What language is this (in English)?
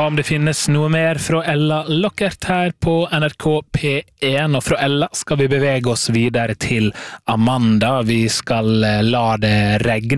Norwegian